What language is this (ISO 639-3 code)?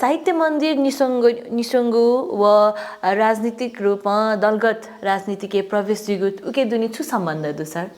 new